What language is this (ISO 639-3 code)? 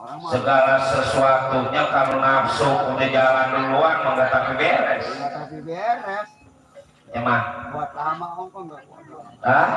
bew